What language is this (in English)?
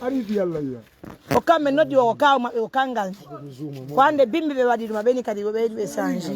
Pular